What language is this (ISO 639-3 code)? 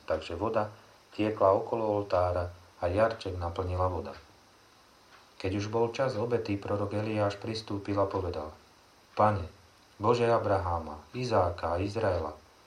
slk